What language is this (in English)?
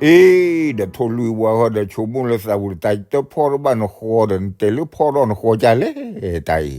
S'gaw Karen